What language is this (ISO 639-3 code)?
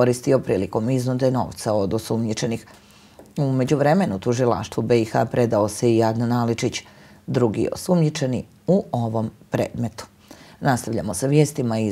bos